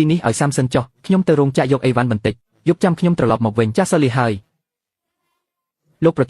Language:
Khmer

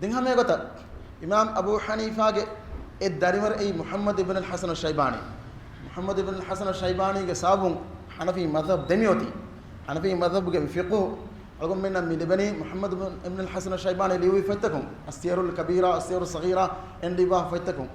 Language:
Divehi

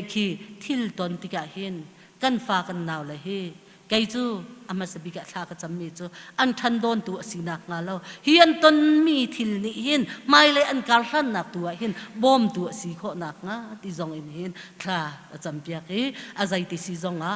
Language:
Hakha Chin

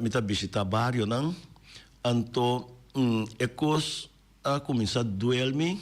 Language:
Papiamento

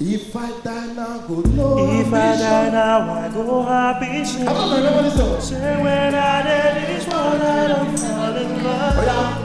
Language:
Nigerian Pidgin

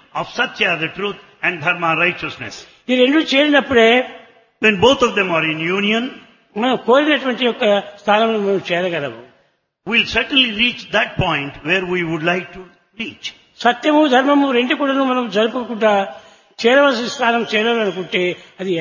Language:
Telugu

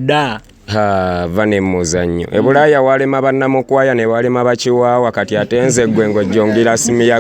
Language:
Ganda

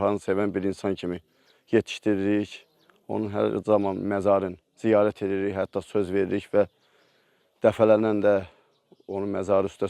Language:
Azerbaijani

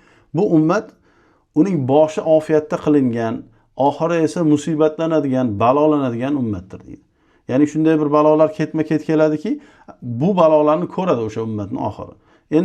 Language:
Uzbek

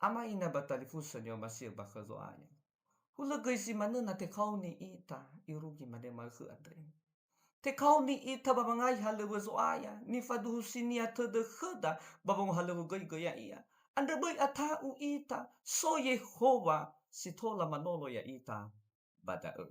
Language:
Nias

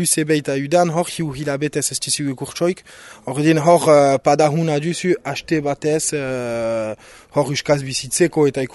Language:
Basque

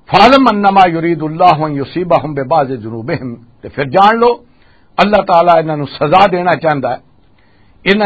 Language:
Western Panjabi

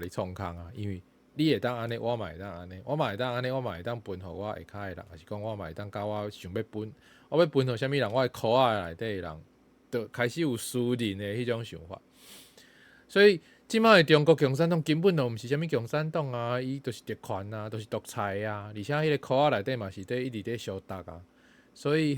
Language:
Min Nan Chinese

